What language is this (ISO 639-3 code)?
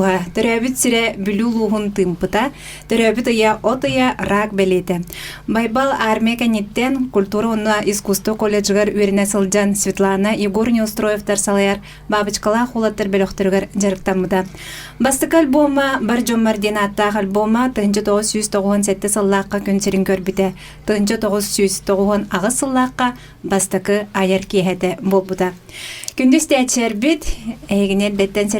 sah